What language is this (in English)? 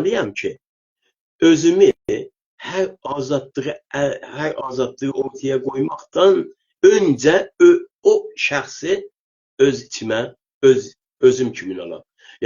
South Azerbaijani